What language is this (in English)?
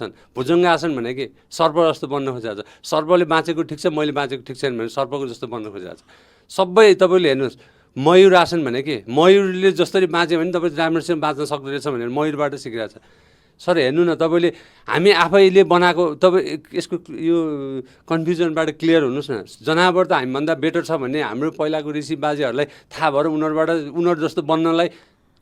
Nepali